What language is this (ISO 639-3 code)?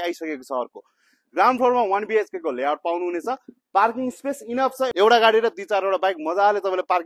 nep